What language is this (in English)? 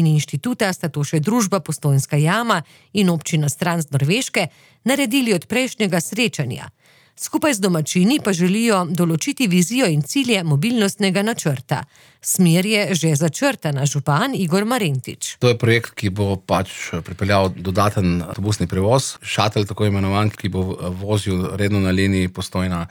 Slovenian